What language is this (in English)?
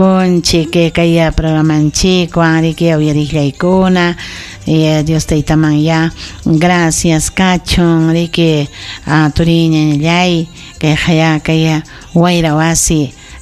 Ayacucho Quechua